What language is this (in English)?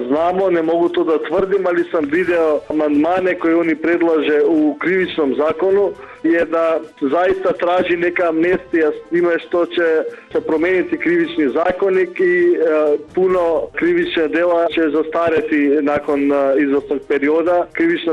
Serbian